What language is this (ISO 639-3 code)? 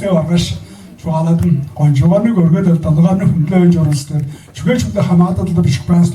tyv